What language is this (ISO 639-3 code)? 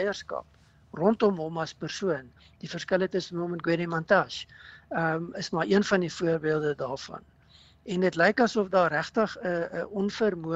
afr